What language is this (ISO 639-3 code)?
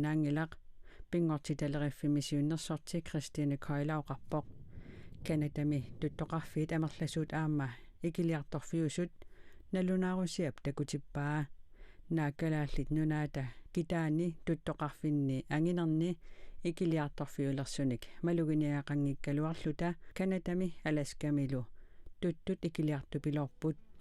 kal